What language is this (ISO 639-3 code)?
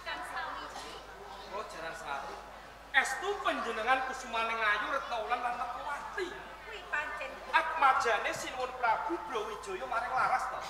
jav